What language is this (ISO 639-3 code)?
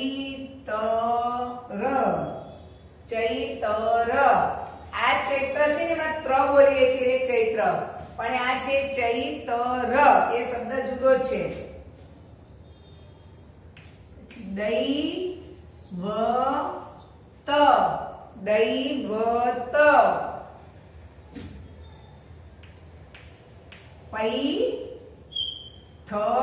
guj